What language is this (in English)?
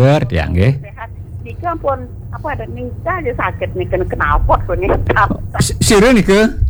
Balinese